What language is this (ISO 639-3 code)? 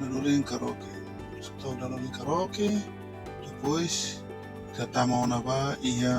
tet